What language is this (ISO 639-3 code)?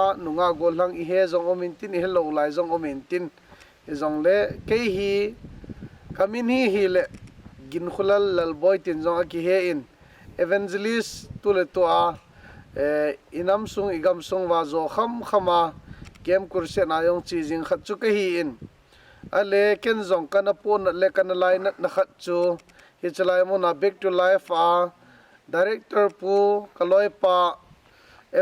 tcz